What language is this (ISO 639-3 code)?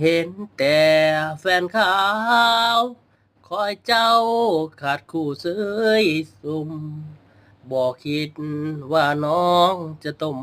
lao